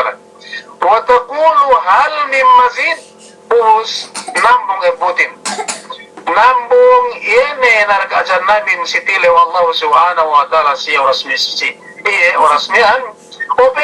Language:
Yakan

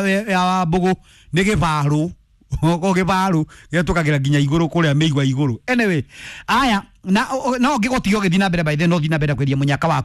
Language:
Kikuyu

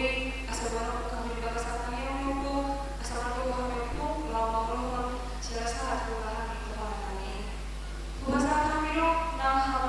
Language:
Batak Toba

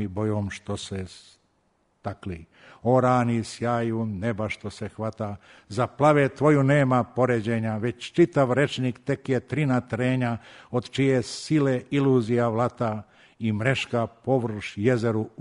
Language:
Serbian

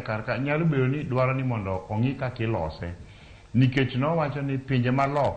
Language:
Luo (Kenya and Tanzania)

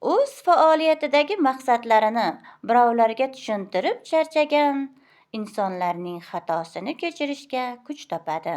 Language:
Uzbek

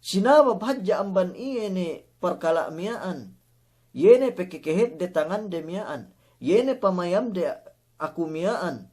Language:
Yakan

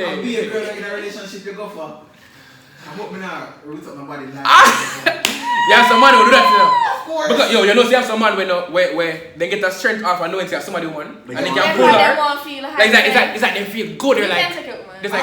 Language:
Jamaican Creole English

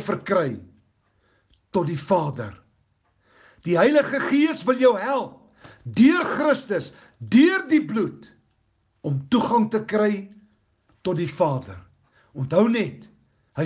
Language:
Afrikaans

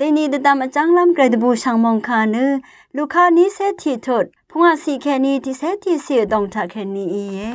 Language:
Rawang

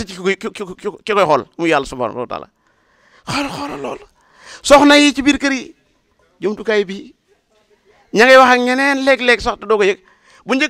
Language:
Wolof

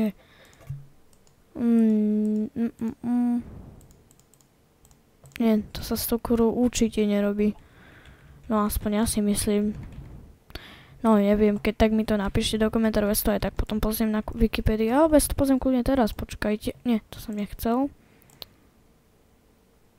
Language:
Slovak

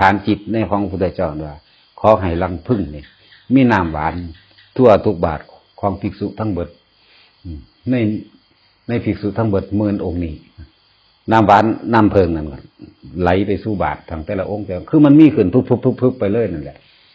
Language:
Northeastern Thai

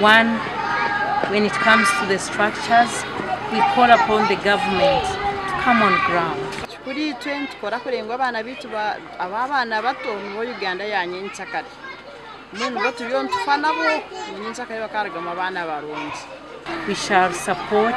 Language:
Nyankole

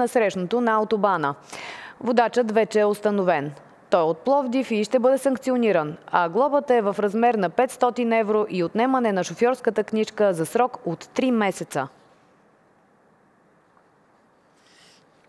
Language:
Bulgarian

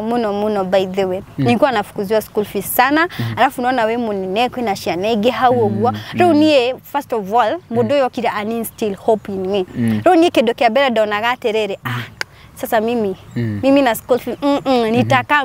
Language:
Kikuyu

